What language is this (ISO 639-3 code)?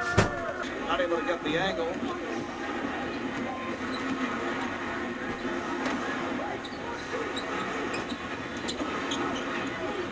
pol